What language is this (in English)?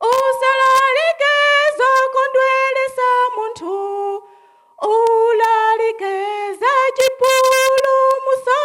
Nyanja